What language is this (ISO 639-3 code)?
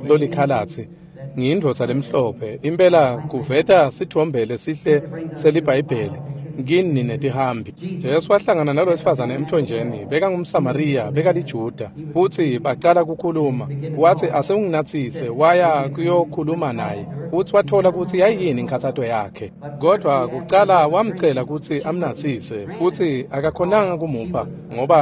ssw